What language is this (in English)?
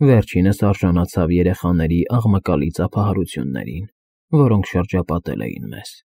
Armenian